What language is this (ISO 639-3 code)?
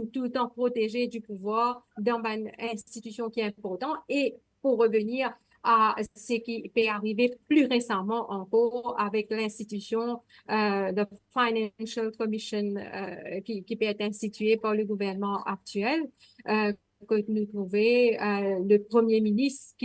mfe